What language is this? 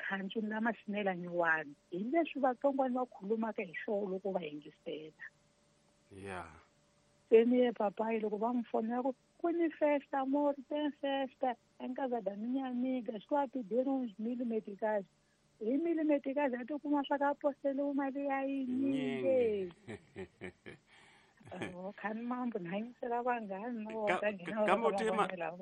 Tsonga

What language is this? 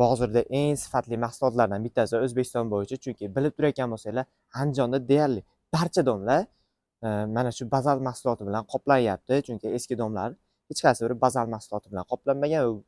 Uzbek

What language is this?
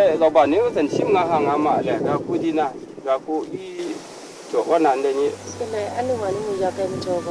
Kachin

